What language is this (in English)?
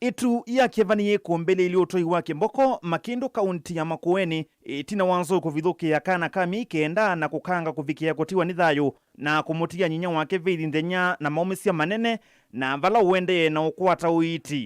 Kamba